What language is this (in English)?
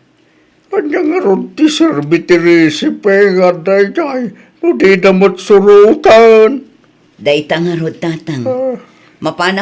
Iloko